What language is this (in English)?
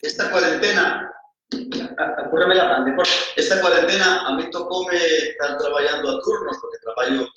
Asturian